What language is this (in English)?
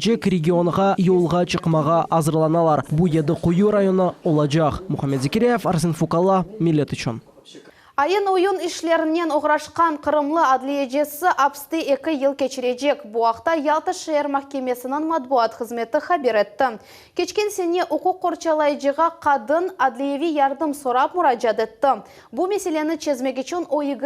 Crimean Tatar